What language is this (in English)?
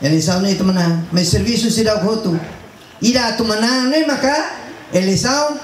Tetum